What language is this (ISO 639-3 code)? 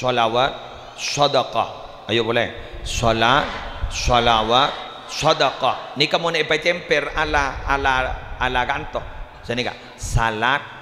mad